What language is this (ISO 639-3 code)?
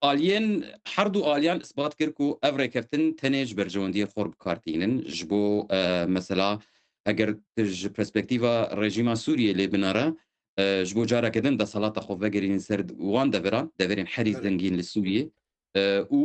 kur